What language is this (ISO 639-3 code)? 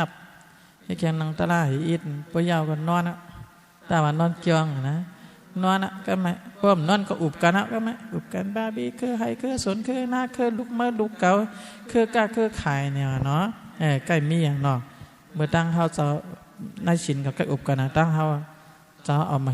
shn